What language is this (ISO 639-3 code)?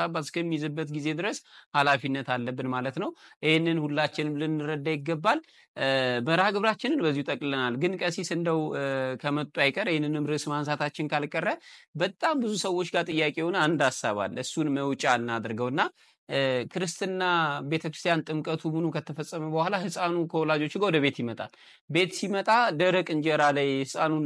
amh